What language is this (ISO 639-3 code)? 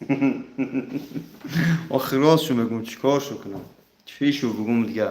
tgk